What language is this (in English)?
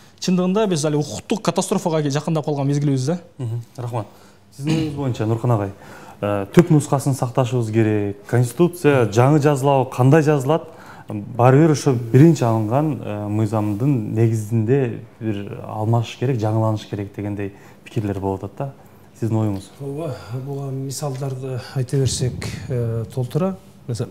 Kyrgyz